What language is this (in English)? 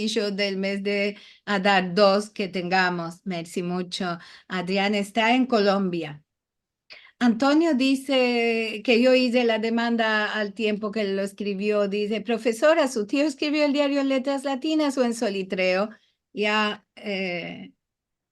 Ladino